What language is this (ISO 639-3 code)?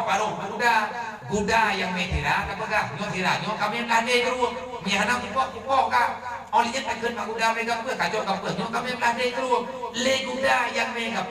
ace